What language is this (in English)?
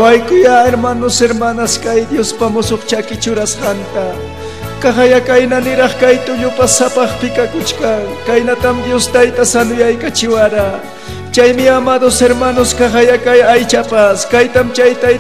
Ayacucho Quechua